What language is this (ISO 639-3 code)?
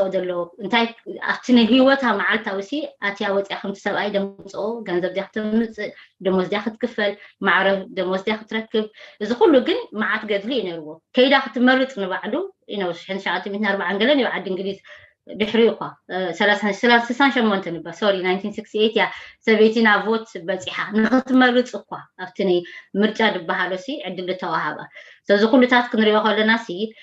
tir